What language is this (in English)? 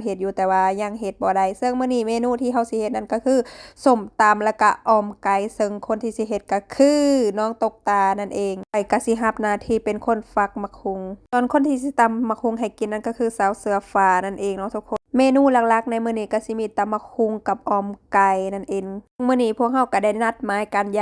Lao